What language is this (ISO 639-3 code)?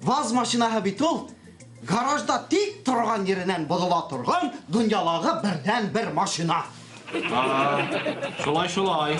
bak